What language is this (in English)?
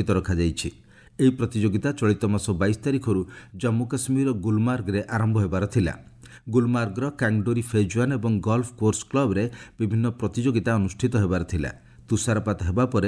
Odia